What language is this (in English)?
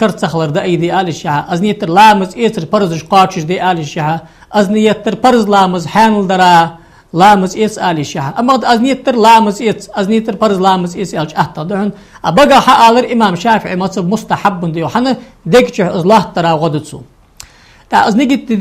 Ingush